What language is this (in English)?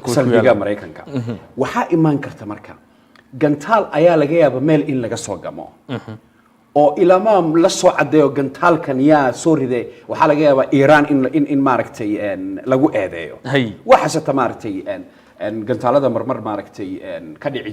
Somali